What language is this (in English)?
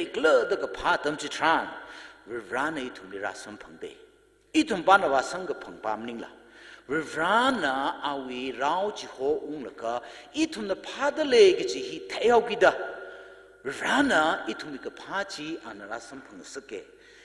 Tangkhul Naga (India)